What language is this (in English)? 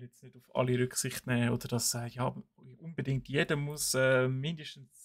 Swiss German